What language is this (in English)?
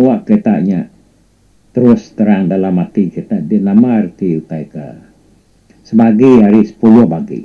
Iban